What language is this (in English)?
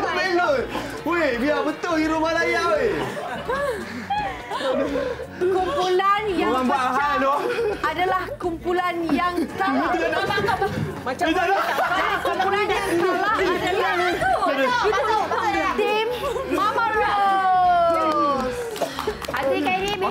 Malay